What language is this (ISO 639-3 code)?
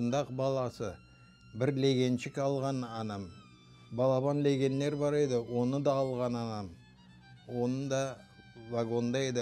crh